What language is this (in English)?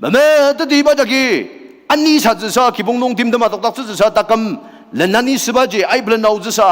Ao Naga